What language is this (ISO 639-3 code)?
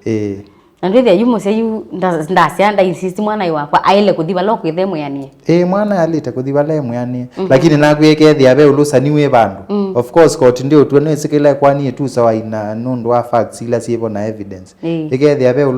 kam